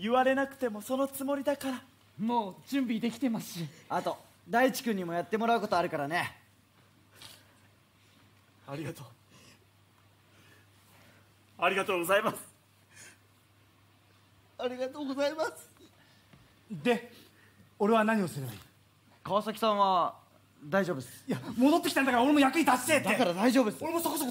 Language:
Japanese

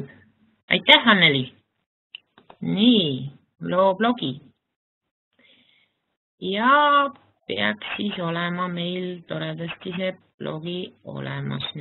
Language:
Estonian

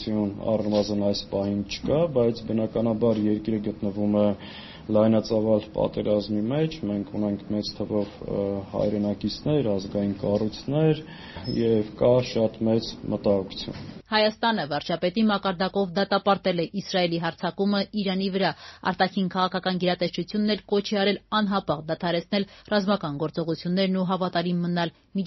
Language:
Armenian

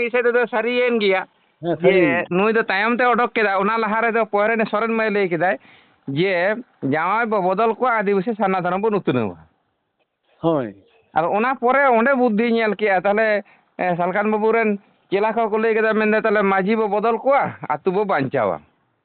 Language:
Santali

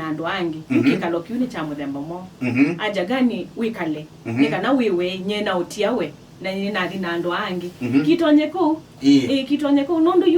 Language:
Kamba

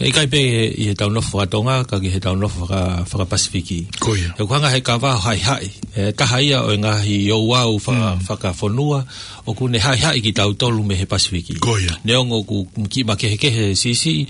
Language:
Tongan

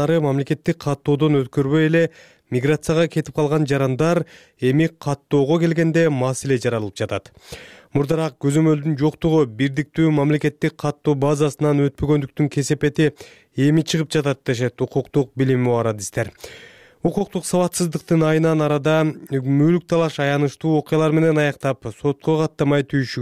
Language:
Kyrgyz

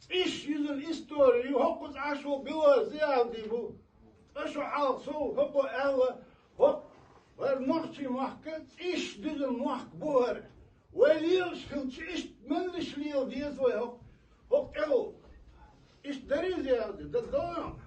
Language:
Chechen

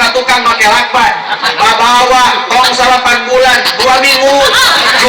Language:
Sundanese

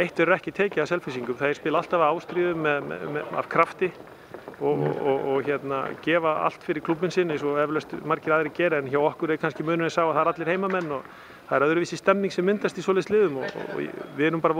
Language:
Icelandic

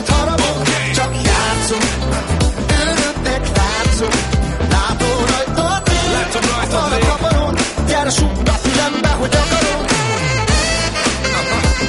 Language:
Hungarian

